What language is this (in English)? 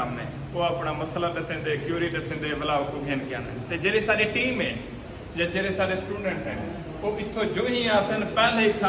Saraiki